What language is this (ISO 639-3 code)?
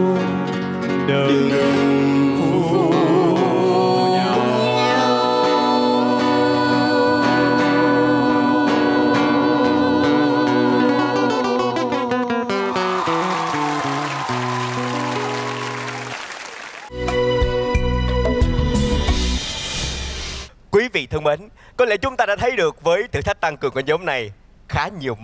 vie